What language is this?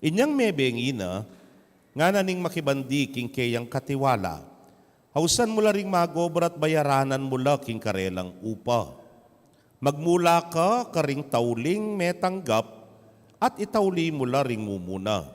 Pampanga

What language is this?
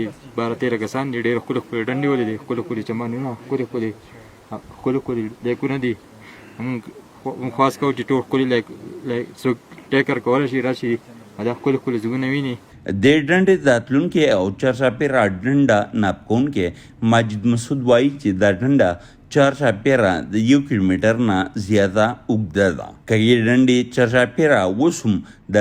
Pashto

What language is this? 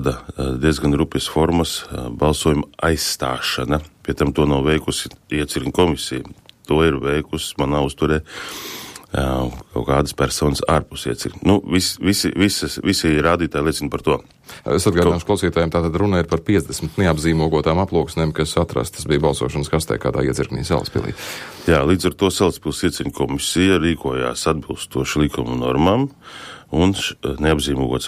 Latvian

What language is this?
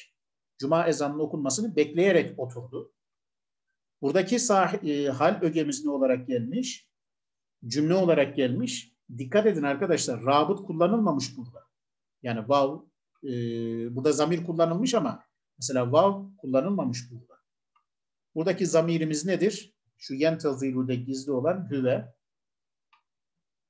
Turkish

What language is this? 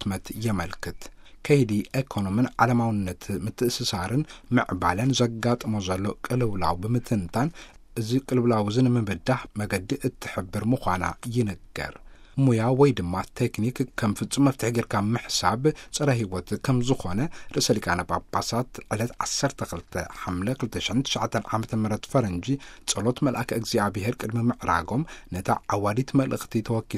Tigrinya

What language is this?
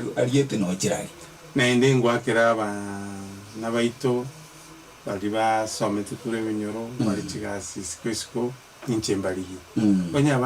Gusii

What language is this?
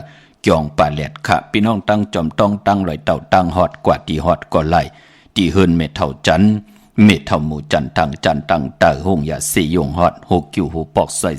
Shan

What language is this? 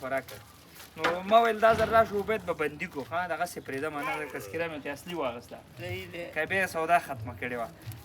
Pashto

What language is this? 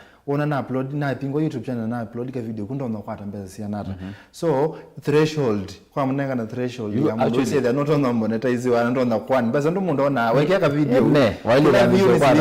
Kamba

